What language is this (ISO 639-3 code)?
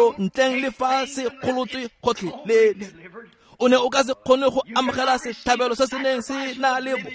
tsn